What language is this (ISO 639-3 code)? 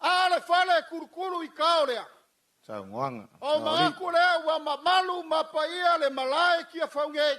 smo